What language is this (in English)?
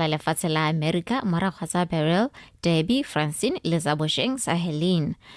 Tswana